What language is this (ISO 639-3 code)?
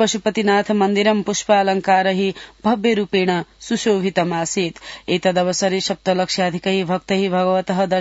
san